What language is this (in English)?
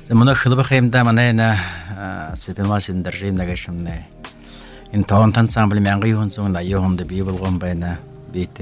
Buriat